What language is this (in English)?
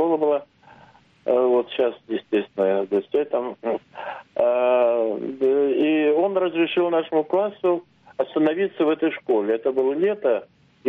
Russian